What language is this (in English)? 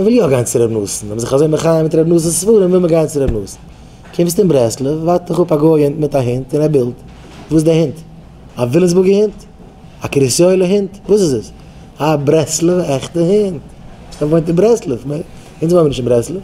Yiddish